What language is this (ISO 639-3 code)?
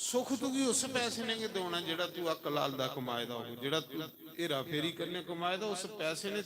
doi